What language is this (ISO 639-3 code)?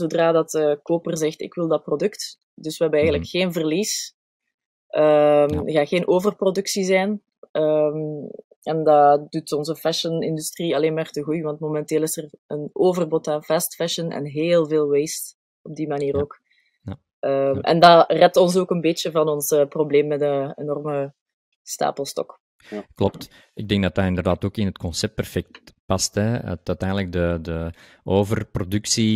nld